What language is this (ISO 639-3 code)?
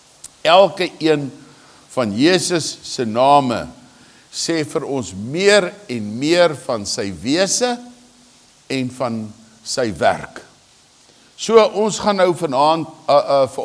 afr